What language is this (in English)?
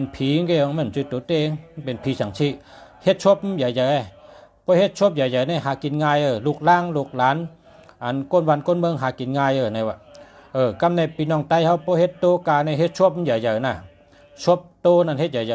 Shan